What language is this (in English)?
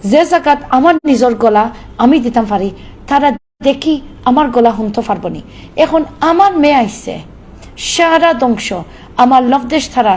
Sylheti